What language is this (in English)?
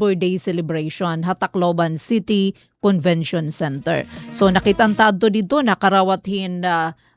Waray